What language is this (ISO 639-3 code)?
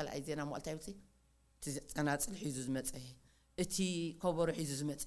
tir